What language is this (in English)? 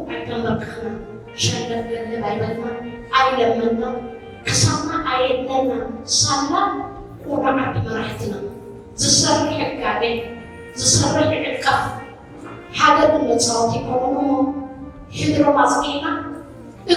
Tigrinya